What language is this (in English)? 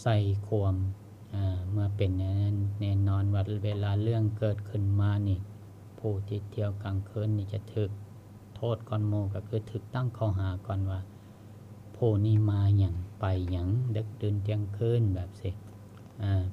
Lao